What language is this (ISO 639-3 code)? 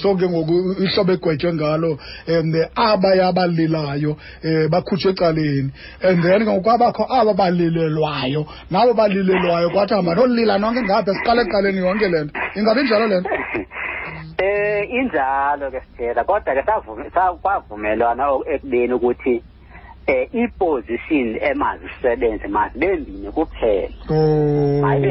xho